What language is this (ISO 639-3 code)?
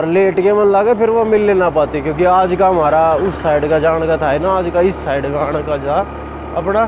bgc